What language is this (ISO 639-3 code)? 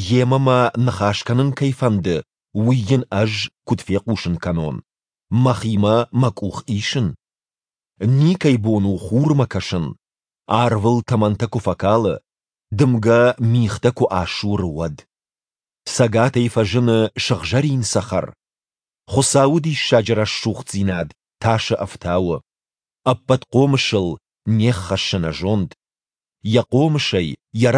oss